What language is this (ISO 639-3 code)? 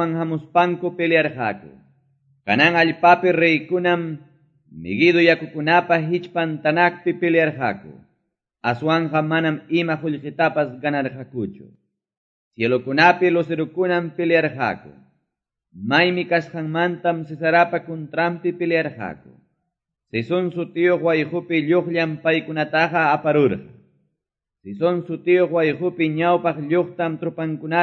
que